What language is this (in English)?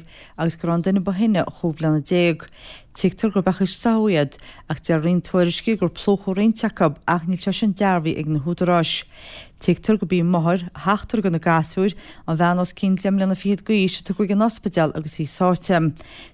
Irish